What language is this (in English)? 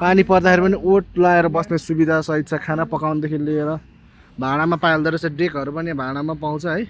Nepali